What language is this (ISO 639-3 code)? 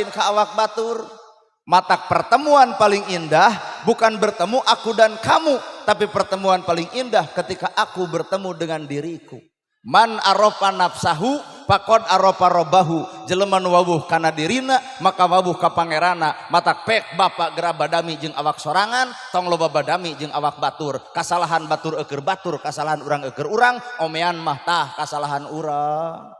sun